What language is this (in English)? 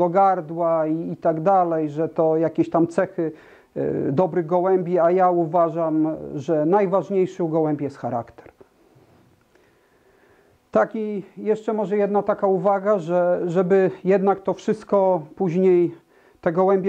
Polish